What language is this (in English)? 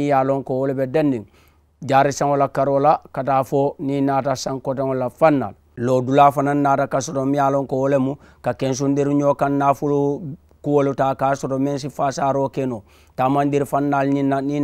Mandingo